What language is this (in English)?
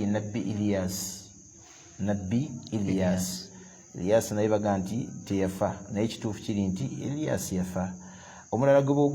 Ganda